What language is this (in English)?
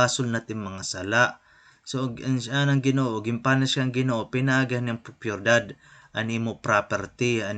Waray